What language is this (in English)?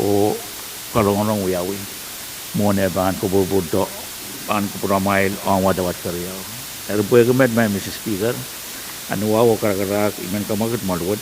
Pohnpeian